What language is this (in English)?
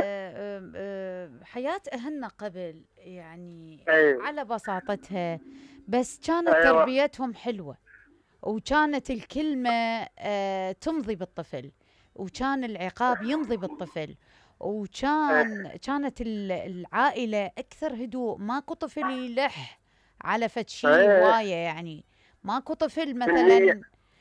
Mesopotamian Arabic